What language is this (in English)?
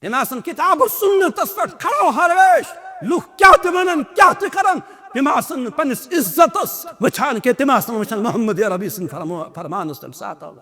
Kashmiri